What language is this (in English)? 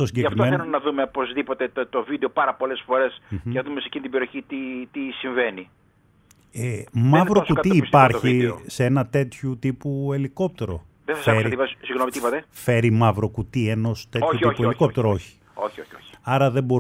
Greek